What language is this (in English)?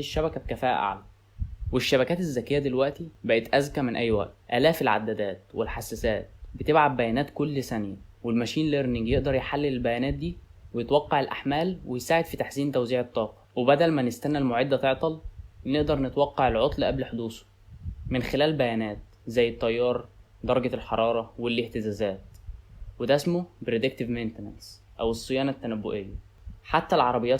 Egyptian Arabic